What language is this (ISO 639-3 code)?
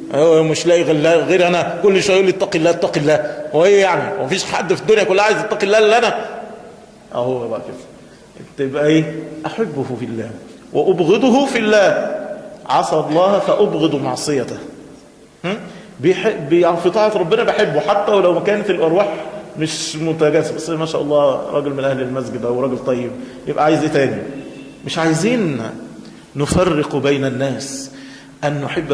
arz